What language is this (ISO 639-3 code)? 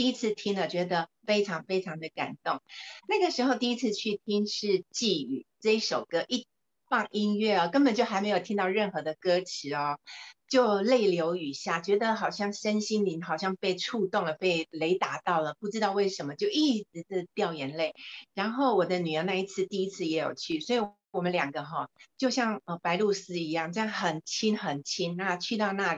zho